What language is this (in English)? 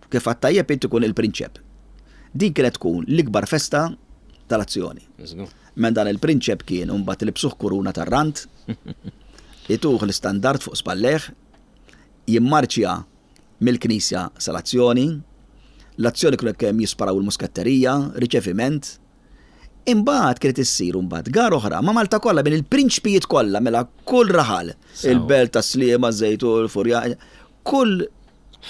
Maltese